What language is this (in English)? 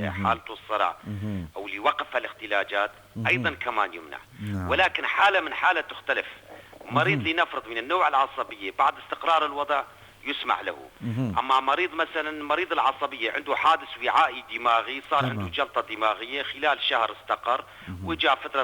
North Levantine Arabic